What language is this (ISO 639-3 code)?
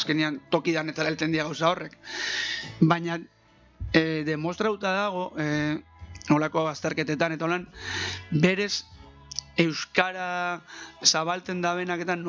eus